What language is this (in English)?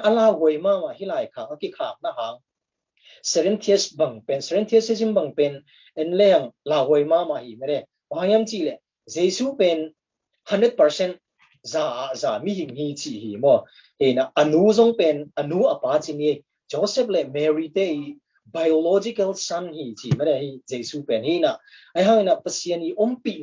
Tedim Chin